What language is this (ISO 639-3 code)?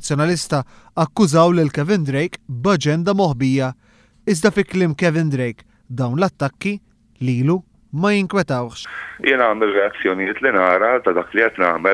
mlt